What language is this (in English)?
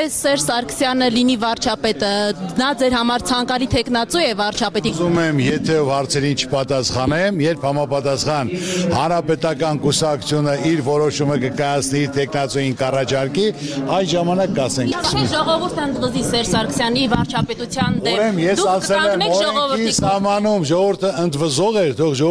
Armenian